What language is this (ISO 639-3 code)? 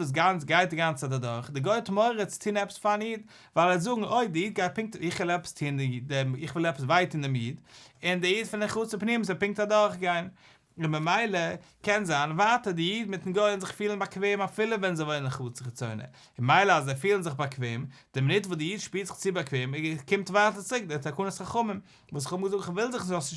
yid